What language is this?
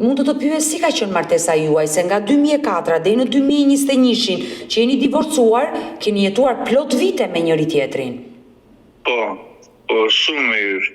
Albanian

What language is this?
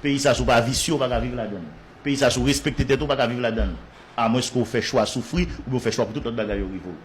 Haitian Creole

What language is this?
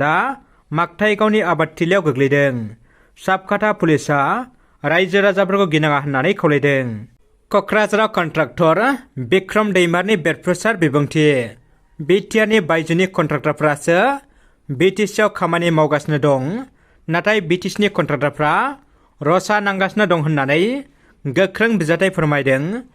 Bodo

